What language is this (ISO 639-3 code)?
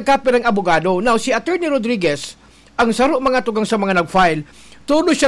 bik